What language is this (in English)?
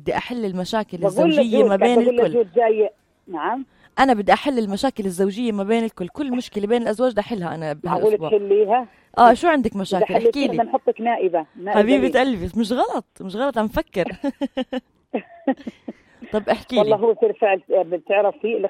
North Levantine Arabic